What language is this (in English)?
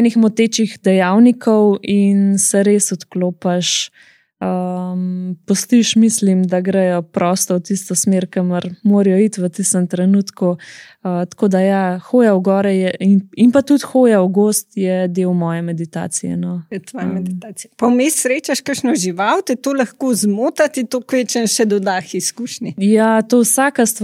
Slovenian